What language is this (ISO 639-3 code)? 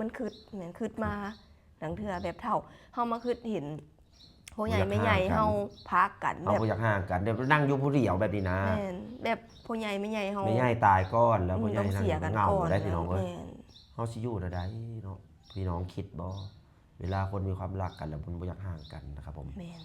lao